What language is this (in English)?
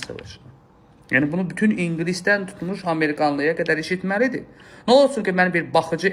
Azerbaijani